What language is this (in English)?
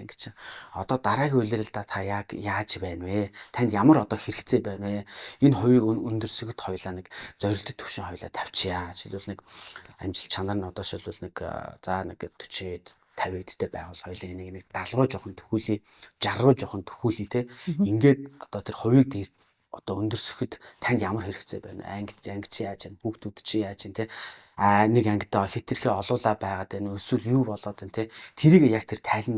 Mongolian